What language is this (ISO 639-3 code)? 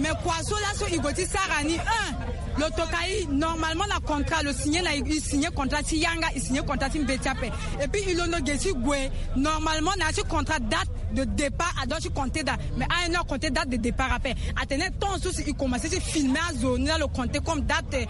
sag